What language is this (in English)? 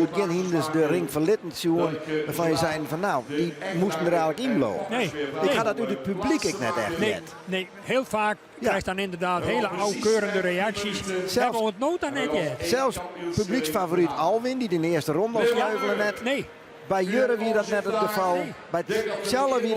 Western Frisian